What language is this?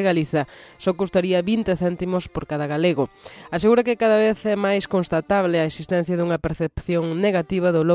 Galician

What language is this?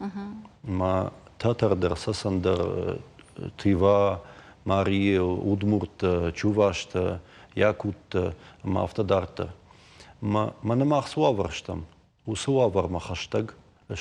Ossetic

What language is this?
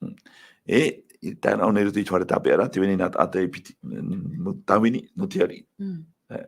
Tahitian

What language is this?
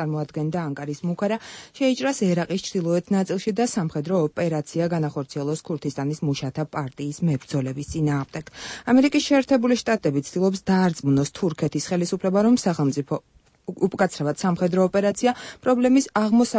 Georgian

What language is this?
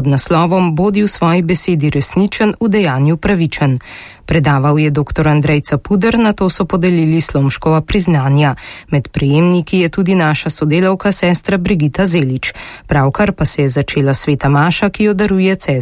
Slovenian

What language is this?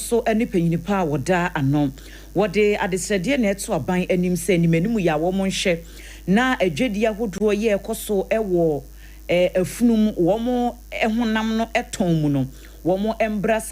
Akan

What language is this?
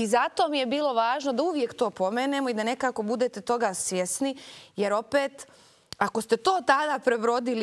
Bosnian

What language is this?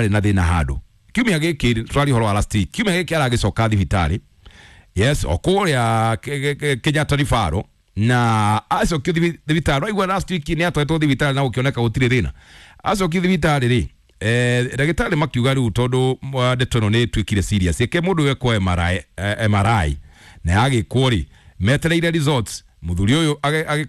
Kikuyu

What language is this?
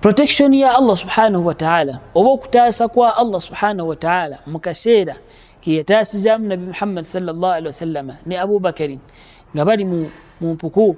Ganda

